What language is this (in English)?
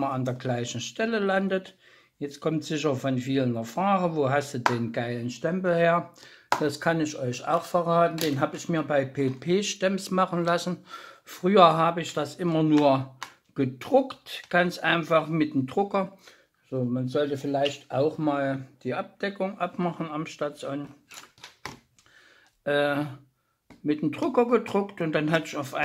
German